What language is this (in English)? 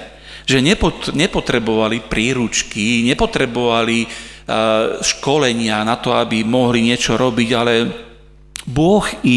Slovak